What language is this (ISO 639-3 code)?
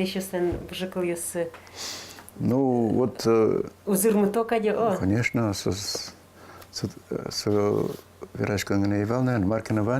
udm